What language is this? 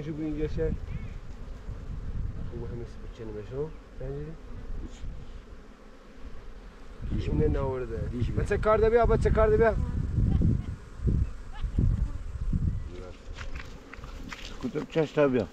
Persian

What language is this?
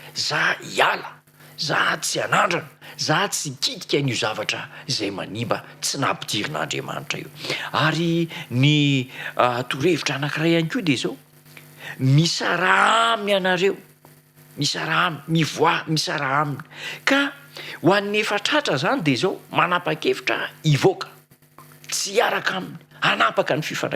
Malagasy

